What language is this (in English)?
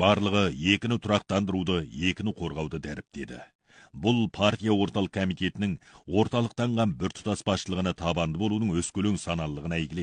Kazakh